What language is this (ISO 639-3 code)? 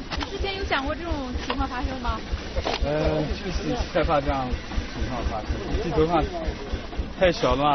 zho